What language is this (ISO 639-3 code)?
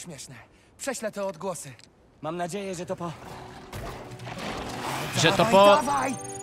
pol